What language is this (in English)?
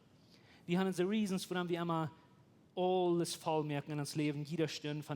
Plautdietsch